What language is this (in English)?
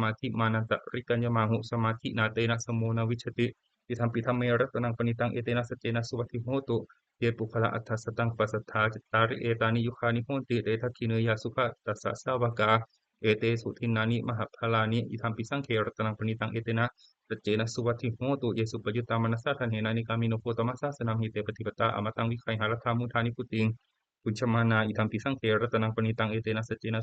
Pali